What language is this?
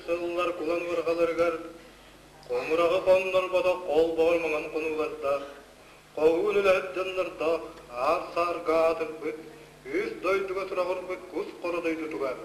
Yakut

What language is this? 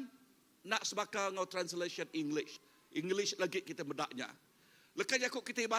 Iban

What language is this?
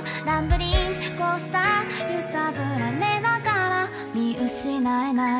Japanese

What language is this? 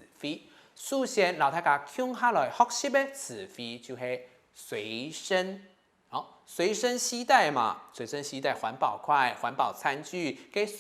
Hakka Chinese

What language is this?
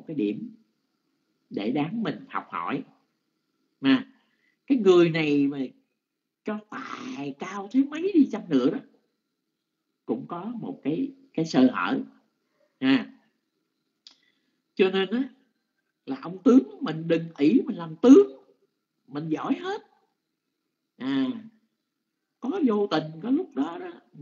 Vietnamese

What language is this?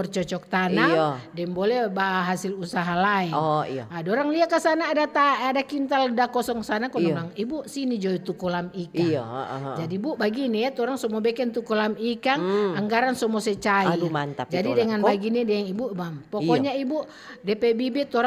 Manado Malay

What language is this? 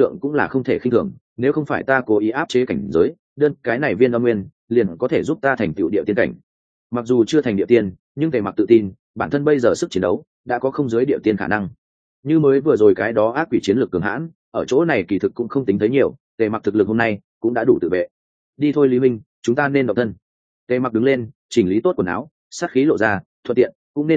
Vietnamese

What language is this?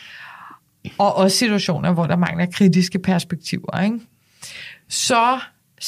Danish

